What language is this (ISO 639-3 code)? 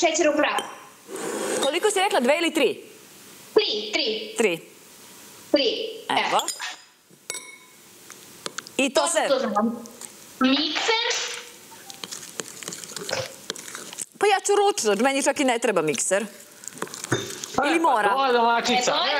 srp